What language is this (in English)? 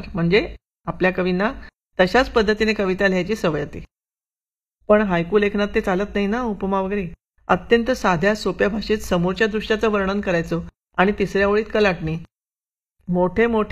Marathi